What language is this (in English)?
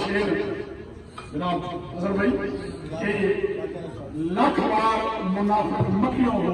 Saraiki